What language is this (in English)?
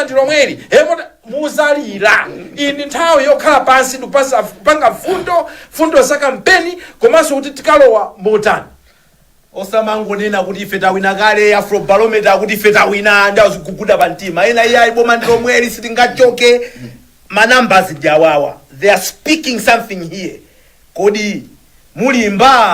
Nyanja